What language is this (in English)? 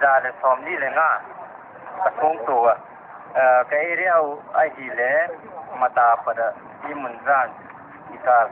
Paite Chin